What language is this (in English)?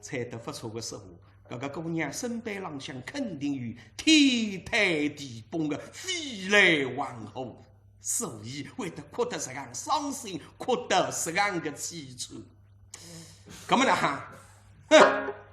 Wu Chinese